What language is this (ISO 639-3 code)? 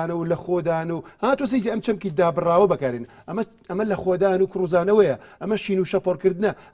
ckb